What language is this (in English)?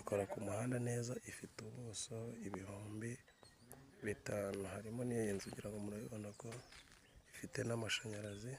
Kinyarwanda